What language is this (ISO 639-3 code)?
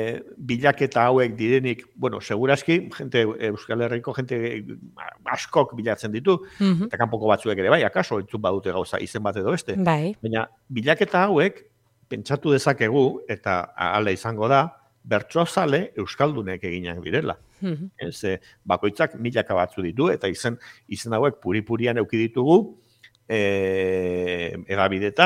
eus